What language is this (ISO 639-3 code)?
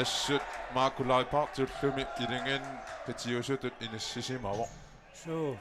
kal